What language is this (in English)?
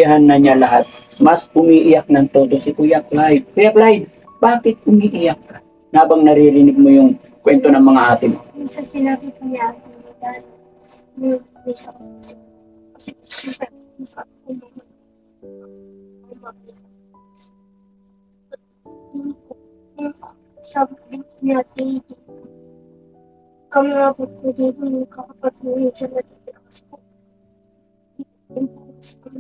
Filipino